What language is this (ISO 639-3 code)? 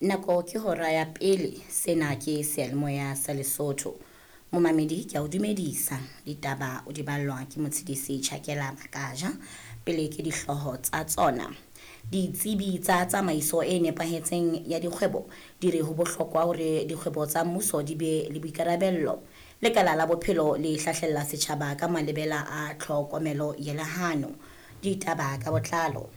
sot